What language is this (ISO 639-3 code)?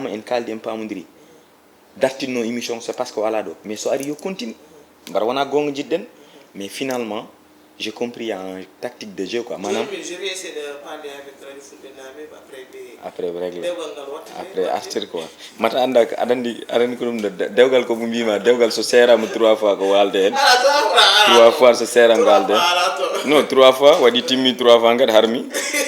ful